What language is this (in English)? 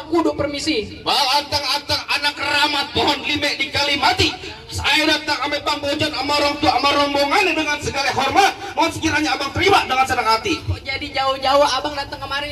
Betawi